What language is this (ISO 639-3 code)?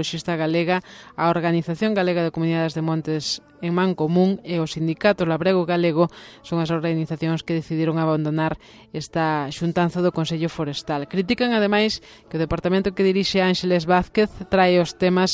glg